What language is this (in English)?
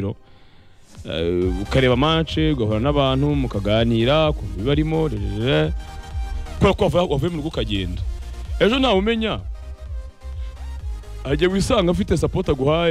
Kinyarwanda